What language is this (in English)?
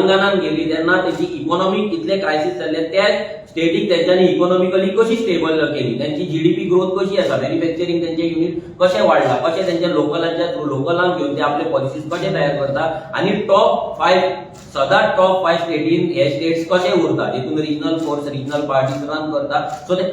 Konkani